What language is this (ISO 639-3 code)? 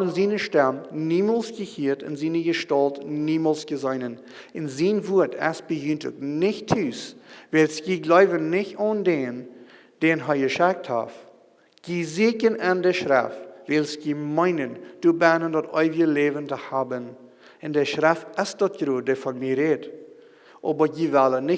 pdt